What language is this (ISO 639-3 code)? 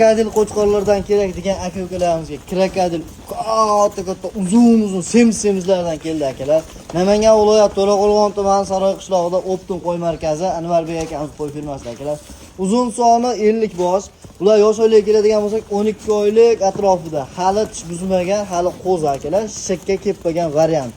uzb